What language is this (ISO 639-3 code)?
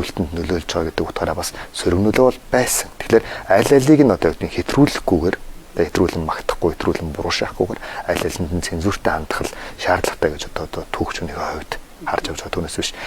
mon